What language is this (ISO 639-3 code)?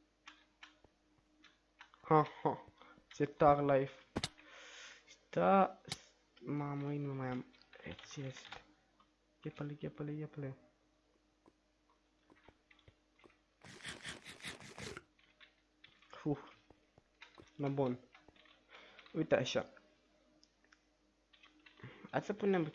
ron